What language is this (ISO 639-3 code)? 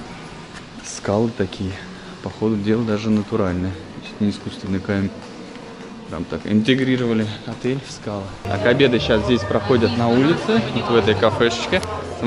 rus